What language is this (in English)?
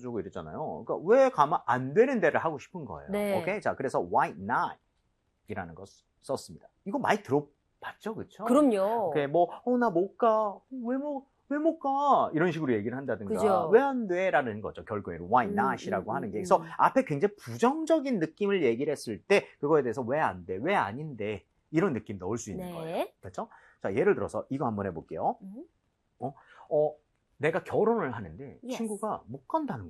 Korean